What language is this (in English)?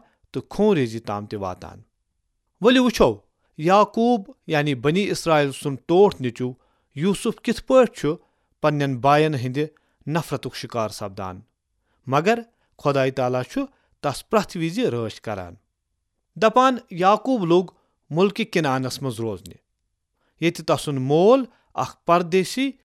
Kashmiri